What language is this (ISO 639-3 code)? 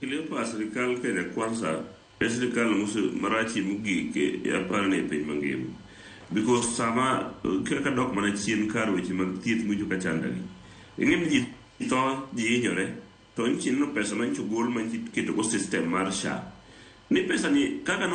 luo